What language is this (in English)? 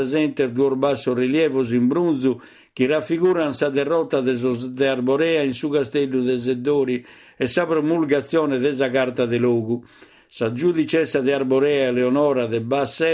Sardinian